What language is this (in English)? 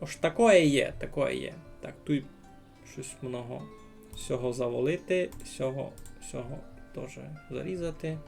Rusyn